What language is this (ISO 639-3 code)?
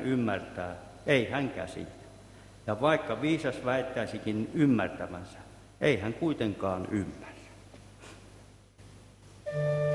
fin